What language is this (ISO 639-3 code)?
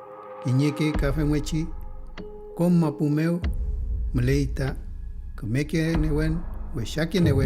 arn